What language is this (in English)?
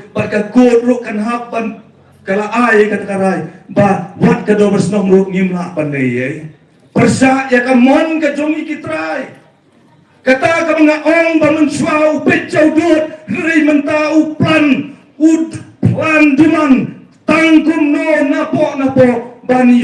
Khasi